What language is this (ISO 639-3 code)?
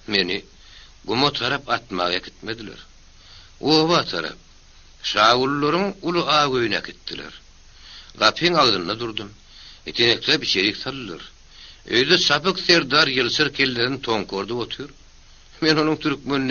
tuk